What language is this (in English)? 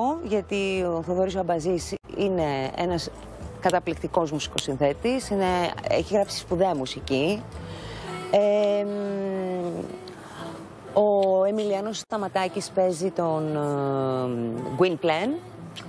Greek